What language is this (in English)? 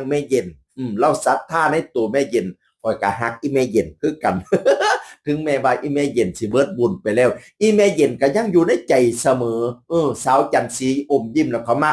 Northeastern Thai